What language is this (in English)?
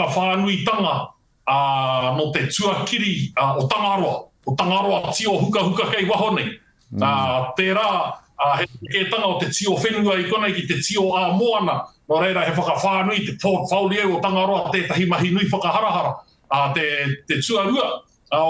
Māori